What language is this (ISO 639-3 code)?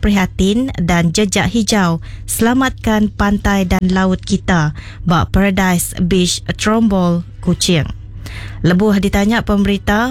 iba